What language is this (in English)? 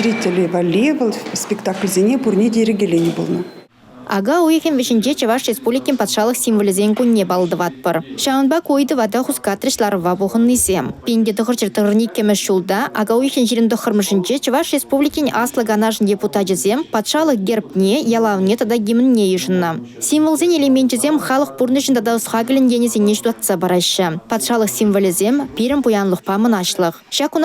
Chuvash